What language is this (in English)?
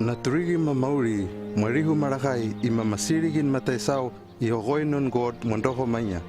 Hano